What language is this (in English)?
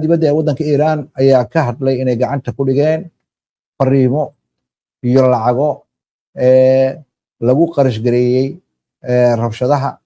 Somali